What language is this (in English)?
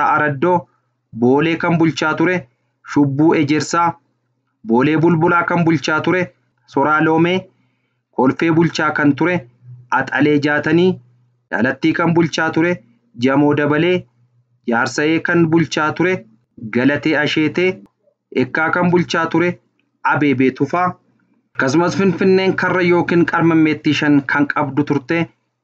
Oromo